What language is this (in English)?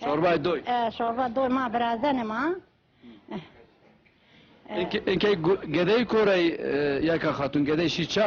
Zaza